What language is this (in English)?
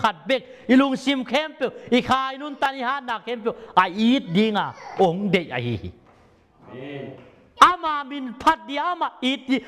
Tedim Chin